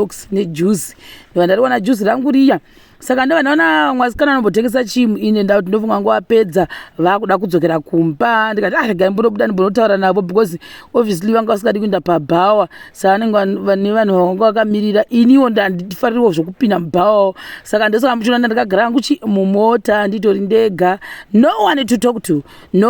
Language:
Shona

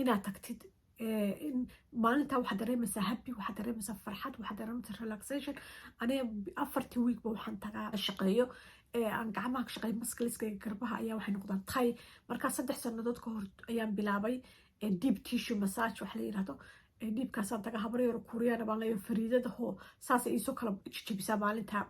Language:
Somali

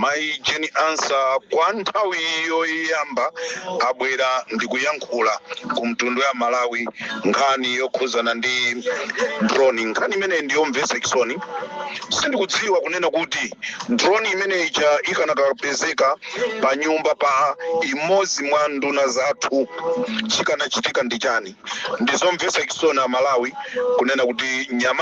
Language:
Nyanja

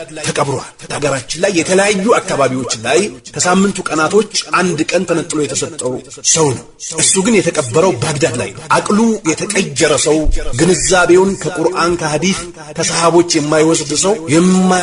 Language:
Amharic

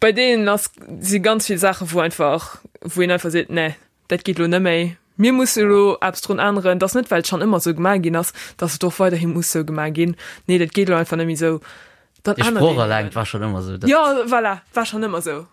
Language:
Luxembourgish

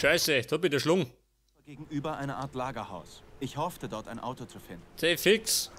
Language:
Bavarian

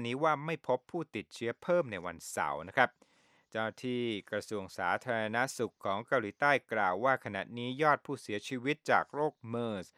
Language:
Thai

